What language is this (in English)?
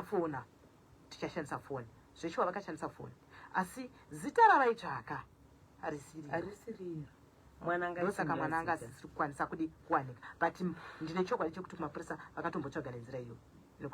Shona